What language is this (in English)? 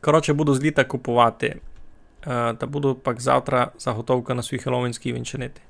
Rusyn